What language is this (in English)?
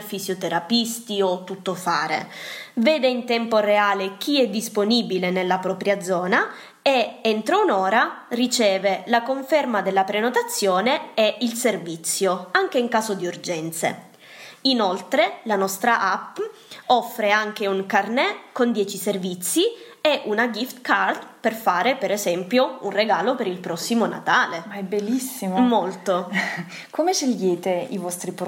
Italian